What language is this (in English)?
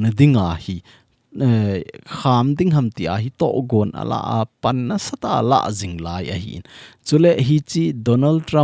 Thado Chin